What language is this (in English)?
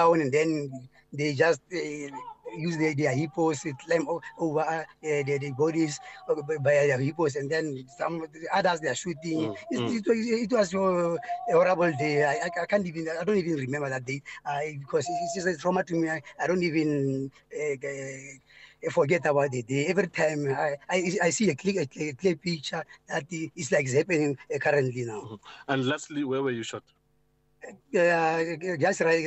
English